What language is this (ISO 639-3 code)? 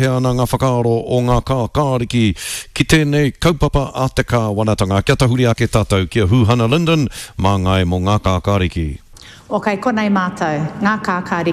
mri